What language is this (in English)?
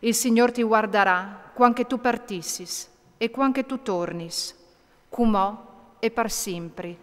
Friulian